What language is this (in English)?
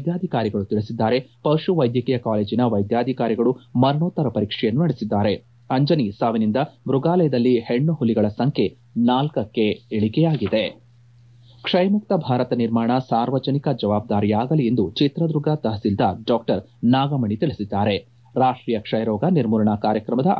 Kannada